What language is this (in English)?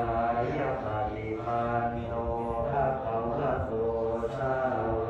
Pali